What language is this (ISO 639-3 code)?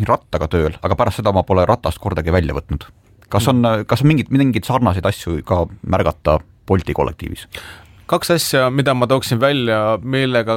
est